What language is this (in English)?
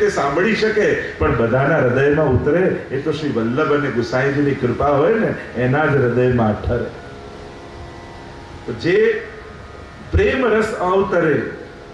Gujarati